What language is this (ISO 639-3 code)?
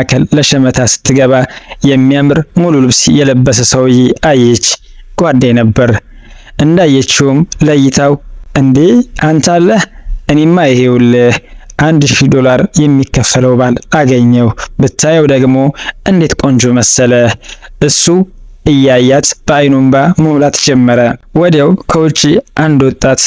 amh